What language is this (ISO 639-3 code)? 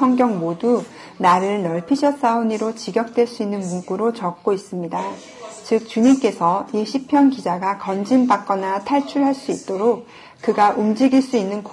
kor